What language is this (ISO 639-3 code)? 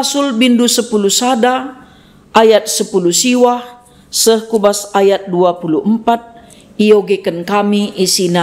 btx